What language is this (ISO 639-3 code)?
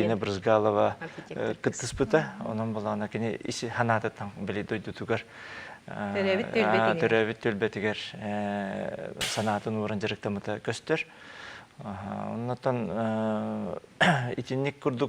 sah